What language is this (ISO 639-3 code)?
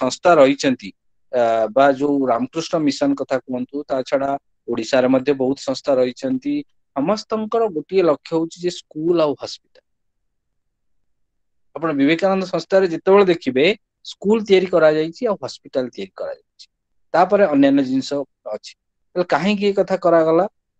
ori